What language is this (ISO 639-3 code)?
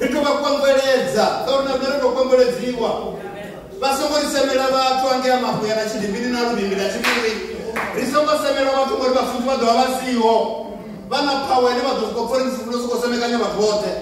ven